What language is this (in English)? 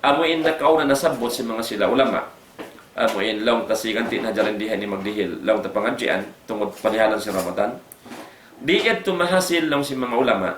Tausug